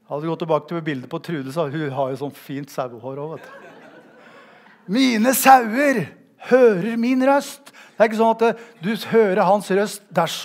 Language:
Norwegian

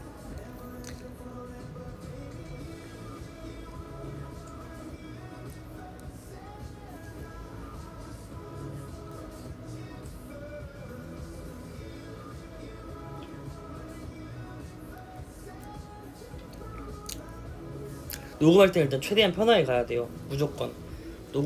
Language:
Korean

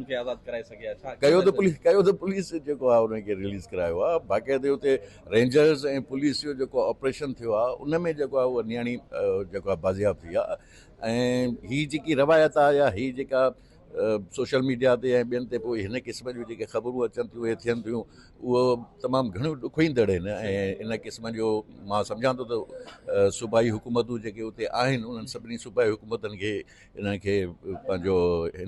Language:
Sindhi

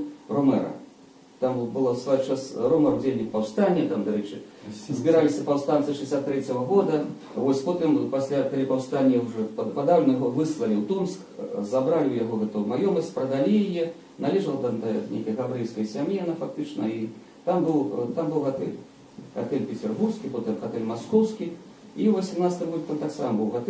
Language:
Belarusian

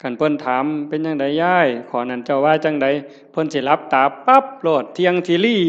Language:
Northeastern Thai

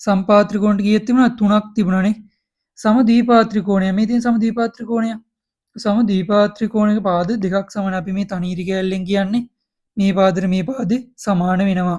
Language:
Sinhala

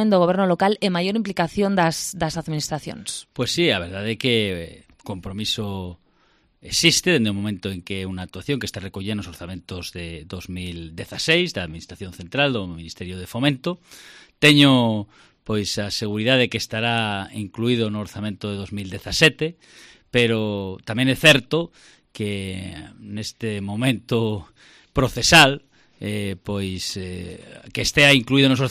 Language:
Galician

